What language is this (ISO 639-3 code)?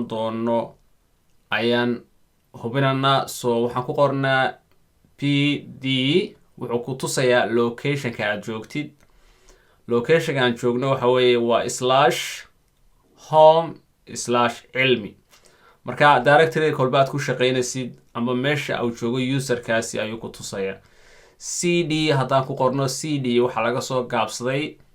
som